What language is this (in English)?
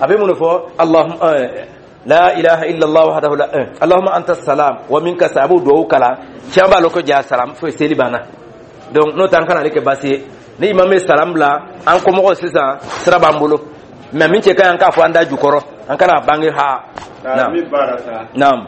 Dyula